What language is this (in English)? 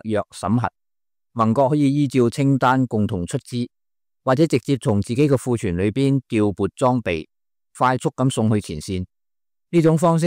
Cantonese